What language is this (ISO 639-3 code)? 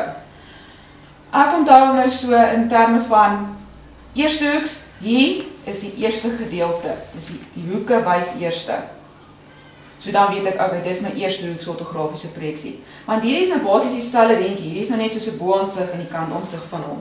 afr